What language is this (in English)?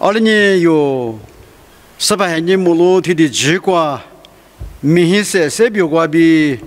Lisu